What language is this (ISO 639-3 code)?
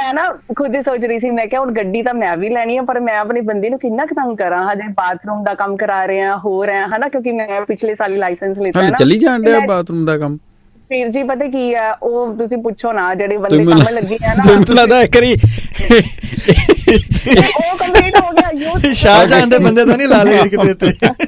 pan